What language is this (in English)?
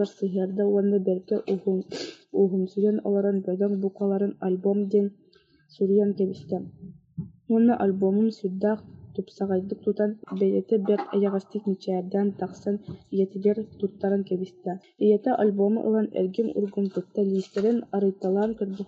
Yakut